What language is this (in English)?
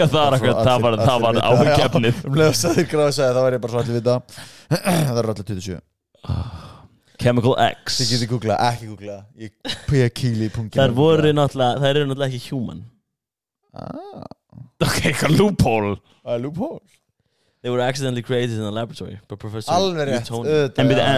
Icelandic